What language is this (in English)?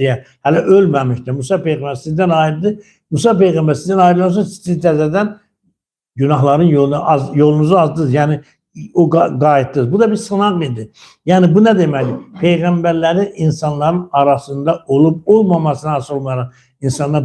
Azerbaijani